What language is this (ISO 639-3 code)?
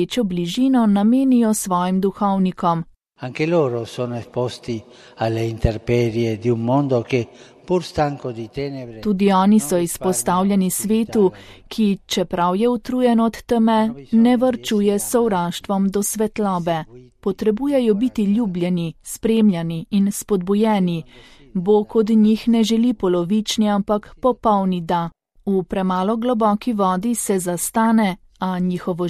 slv